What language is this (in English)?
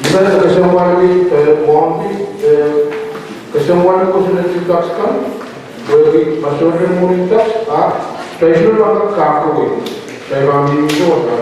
Pohnpeian